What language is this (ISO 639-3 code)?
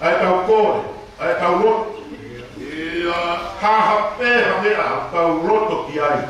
ton